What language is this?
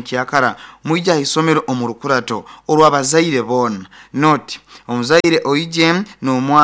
Nyankole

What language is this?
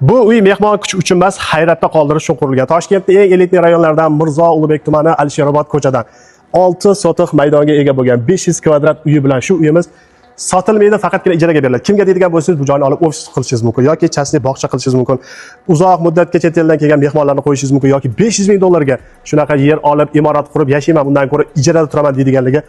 Uzbek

